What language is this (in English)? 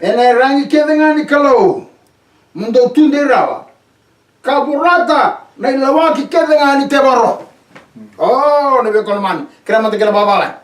Fijian